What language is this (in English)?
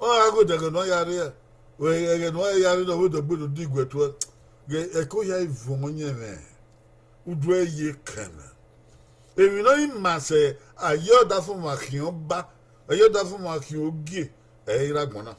Bini